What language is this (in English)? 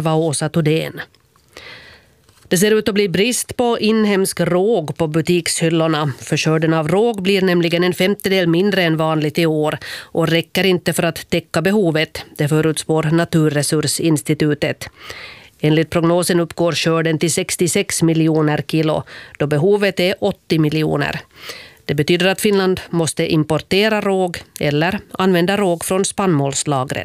Swedish